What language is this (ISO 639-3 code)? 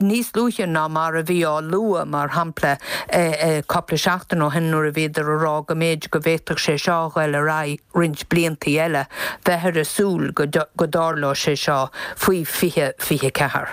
gle